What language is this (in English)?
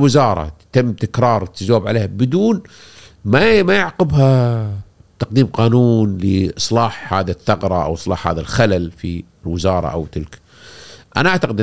Gulf Arabic